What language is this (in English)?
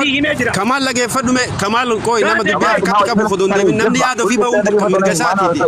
Oromo